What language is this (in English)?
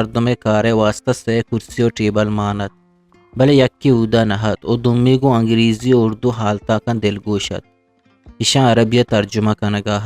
Eastern Balochi